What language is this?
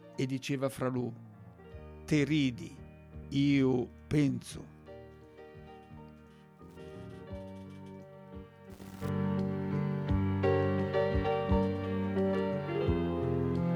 Italian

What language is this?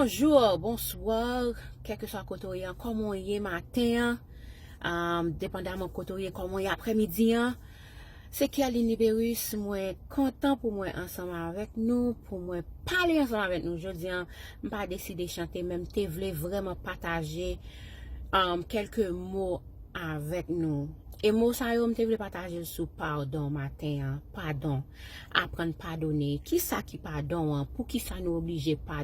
Haitian Creole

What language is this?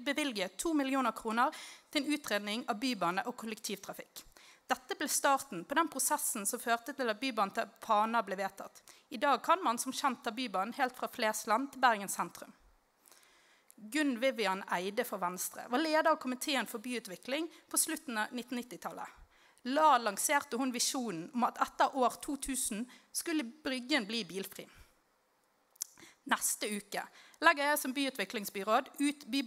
Norwegian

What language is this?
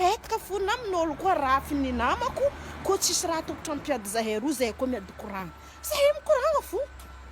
Malagasy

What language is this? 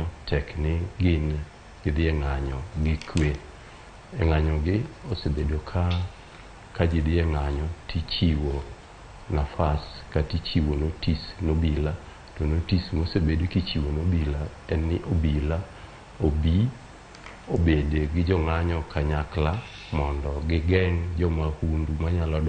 Luo (Kenya and Tanzania)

